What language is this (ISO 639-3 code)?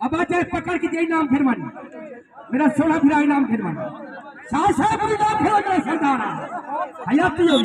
skr